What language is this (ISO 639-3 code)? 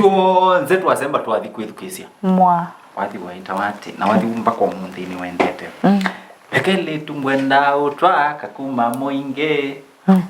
kam